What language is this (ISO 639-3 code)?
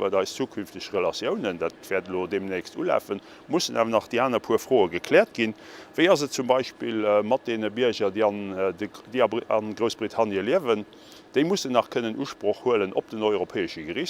ltz